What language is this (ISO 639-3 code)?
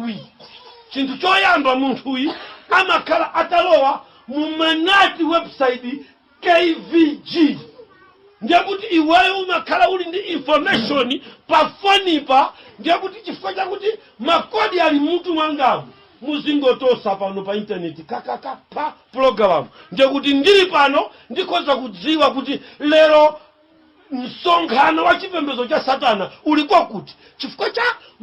nya